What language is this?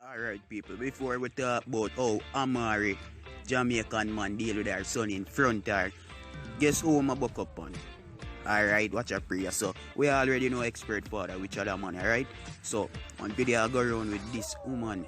Jamaican Creole English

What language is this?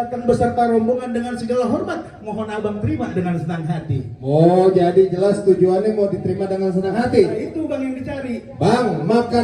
Betawi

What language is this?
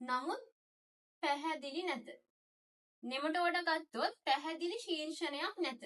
Sinhala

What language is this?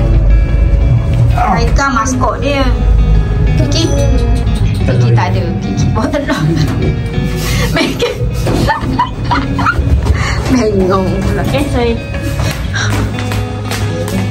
Malay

